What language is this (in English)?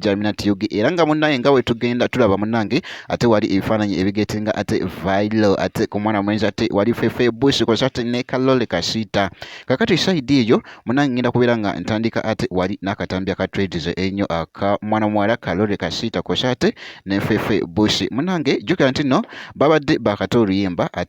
Ganda